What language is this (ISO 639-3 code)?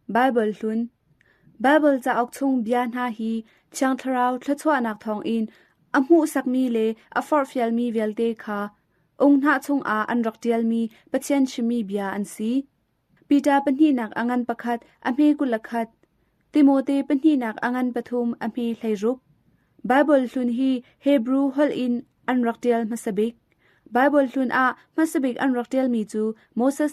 cnh